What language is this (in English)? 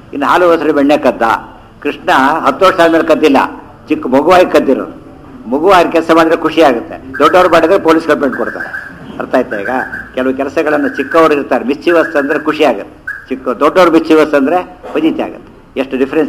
Kannada